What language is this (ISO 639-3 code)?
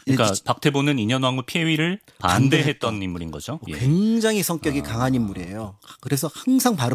kor